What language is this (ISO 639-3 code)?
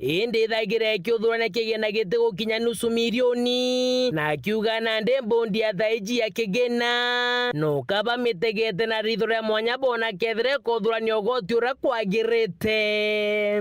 mer